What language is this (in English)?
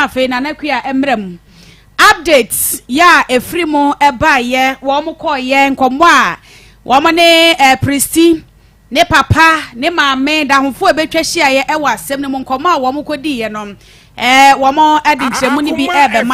Akan